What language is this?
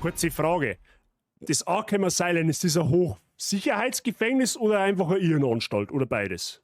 Bavarian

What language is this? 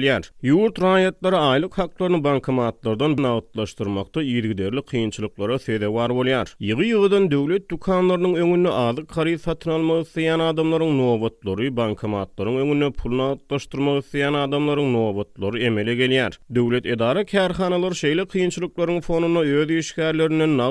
Turkmen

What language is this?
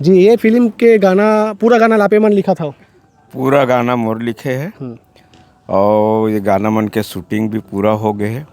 Chhattisgarhi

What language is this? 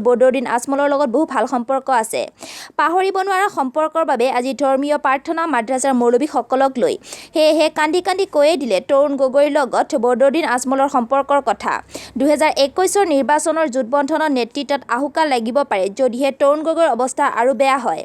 Assamese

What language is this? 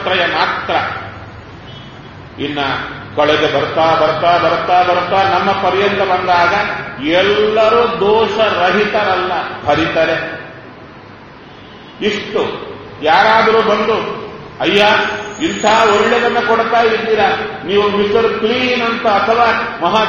Kannada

